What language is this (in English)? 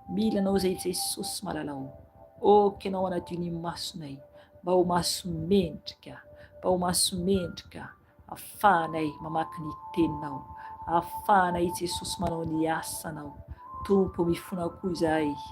Malagasy